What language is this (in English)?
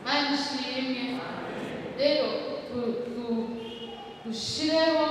Rundi